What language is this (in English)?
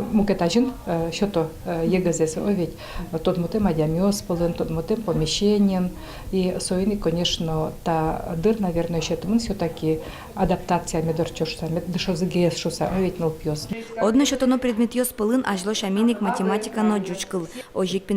Udmurt